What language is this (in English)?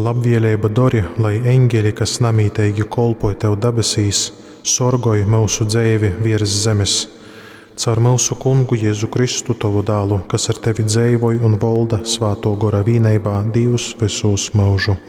Latgalian